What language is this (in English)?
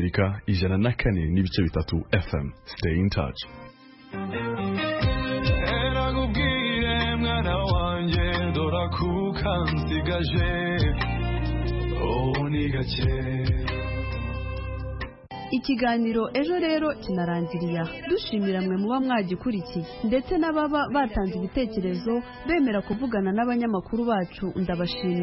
Kinyarwanda